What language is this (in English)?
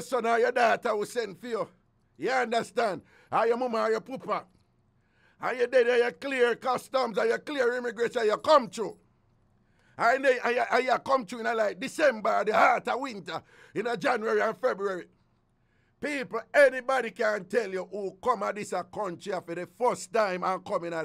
Jamaican Creole English